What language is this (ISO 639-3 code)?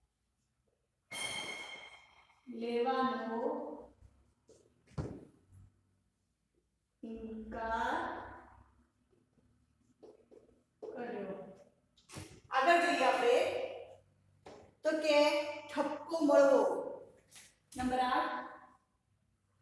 guj